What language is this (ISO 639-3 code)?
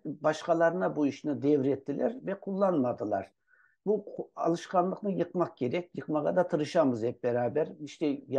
crh